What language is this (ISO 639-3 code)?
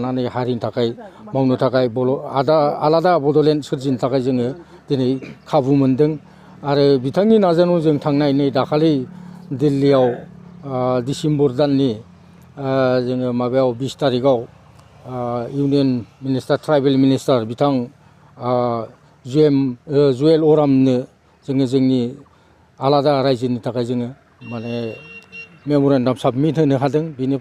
brx